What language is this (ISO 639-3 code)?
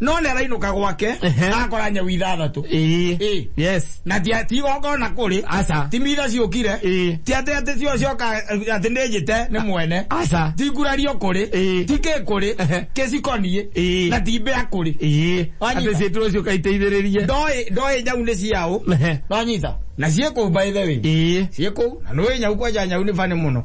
kik